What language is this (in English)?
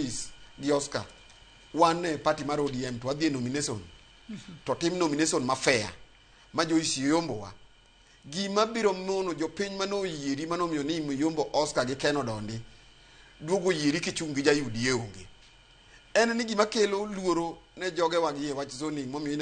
Luo (Kenya and Tanzania)